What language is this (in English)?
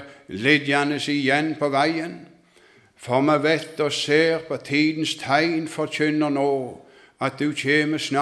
Norwegian